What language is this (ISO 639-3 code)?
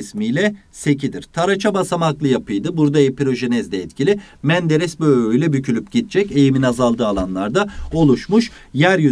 tur